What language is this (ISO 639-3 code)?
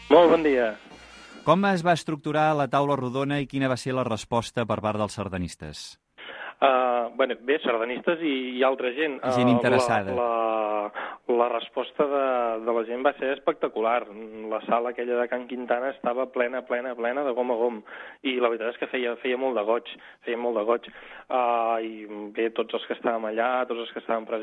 cat